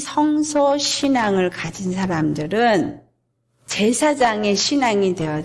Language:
Korean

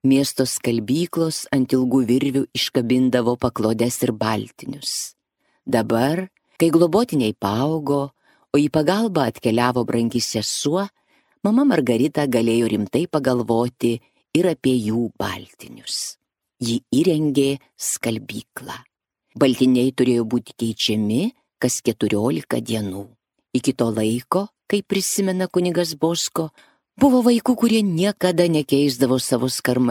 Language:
Lithuanian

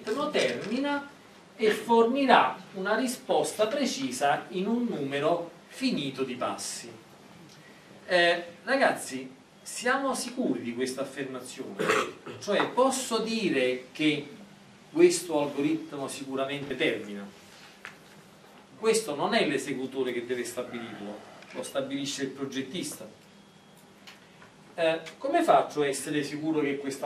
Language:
Italian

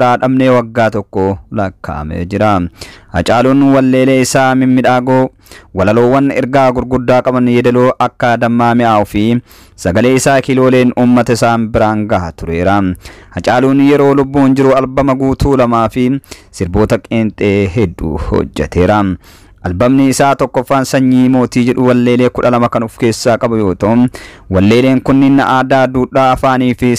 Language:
Oromo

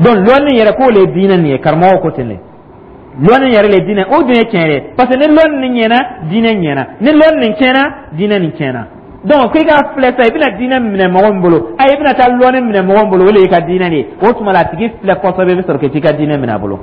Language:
Dyula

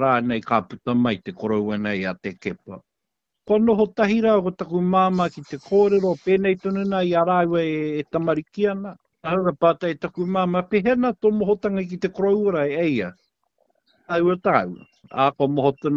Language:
Māori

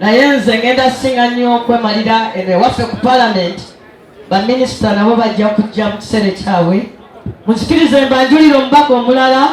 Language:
Ganda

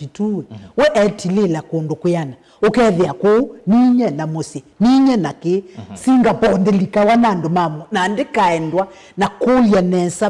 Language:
Kamba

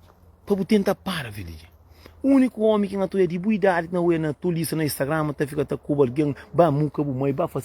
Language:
Kabuverdianu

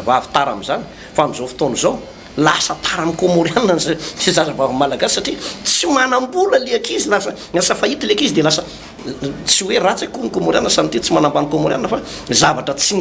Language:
Malagasy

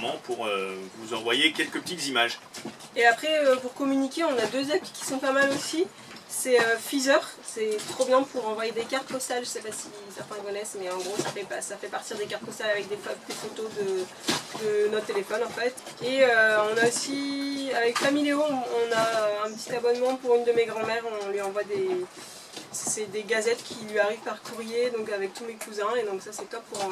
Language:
French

